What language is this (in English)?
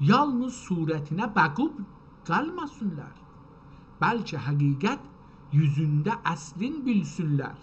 South Azerbaijani